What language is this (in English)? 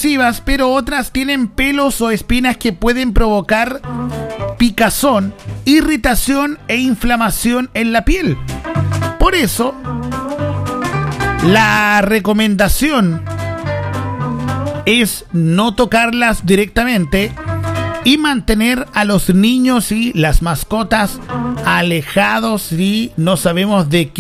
Spanish